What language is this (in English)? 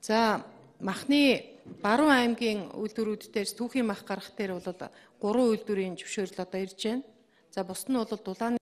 Mongolian